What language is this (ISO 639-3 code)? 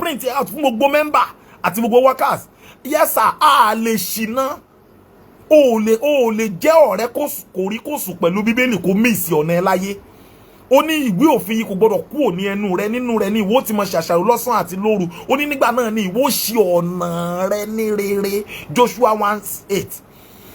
yor